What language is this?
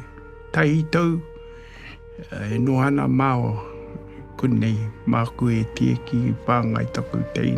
Māori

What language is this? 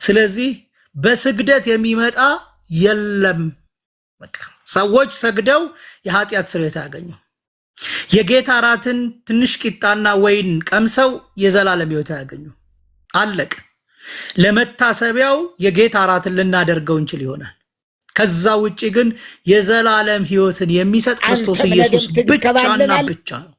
Amharic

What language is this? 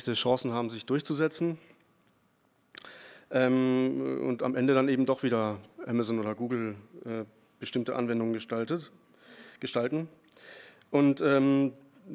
German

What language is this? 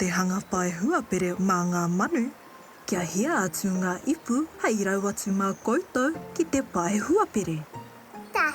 Māori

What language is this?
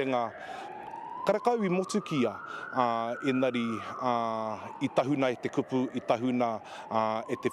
Māori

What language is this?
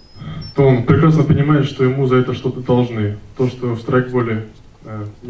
Russian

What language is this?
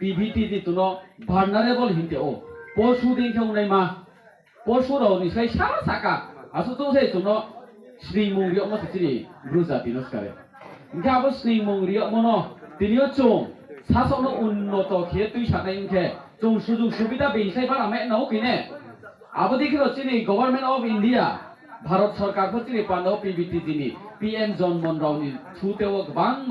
Riang (India)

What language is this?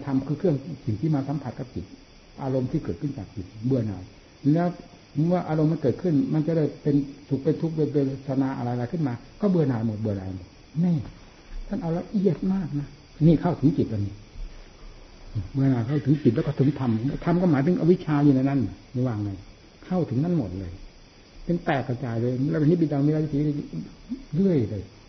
Thai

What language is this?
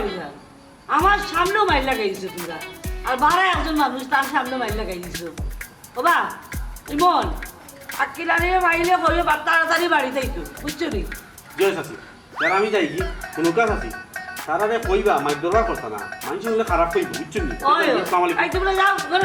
Sylheti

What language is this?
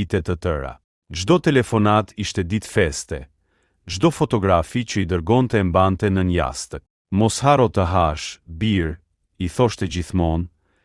Albanian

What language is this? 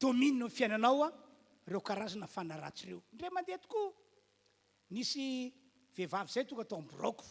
Malagasy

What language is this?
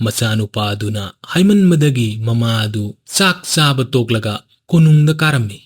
Manipuri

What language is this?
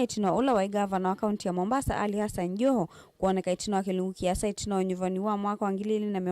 Kamba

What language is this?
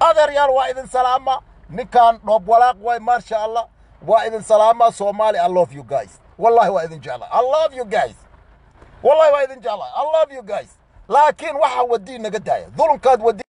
Somali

